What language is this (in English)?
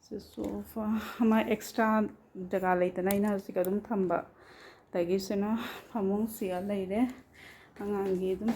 Manipuri